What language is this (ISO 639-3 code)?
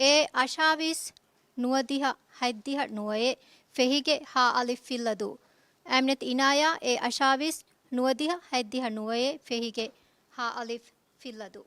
div